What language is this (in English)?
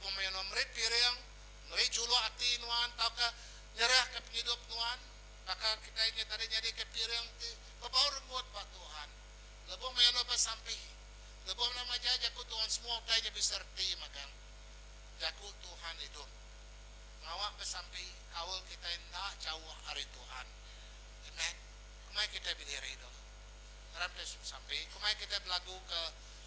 Iban